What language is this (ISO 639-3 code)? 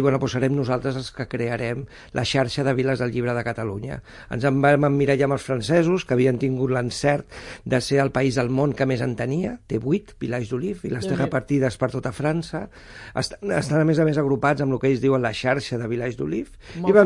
cat